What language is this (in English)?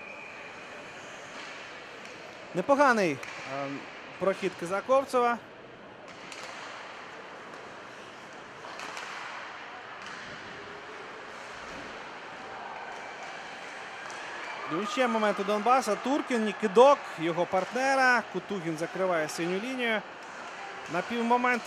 Ukrainian